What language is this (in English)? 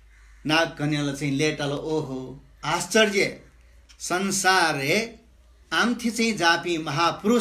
Newari